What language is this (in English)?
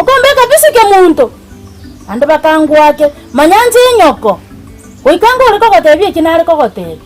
Gusii